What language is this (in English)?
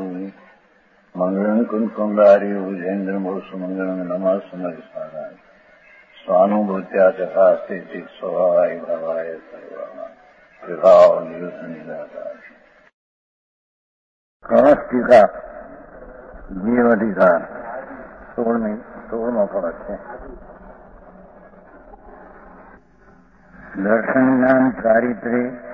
Gujarati